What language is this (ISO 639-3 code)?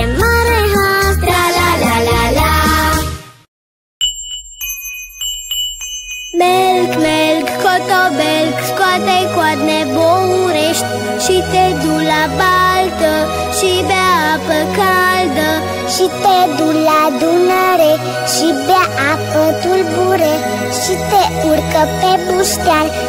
ron